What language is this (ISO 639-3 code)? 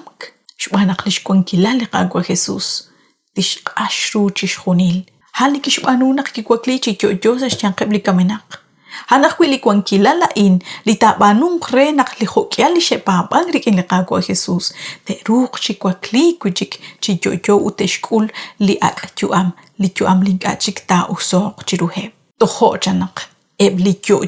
kek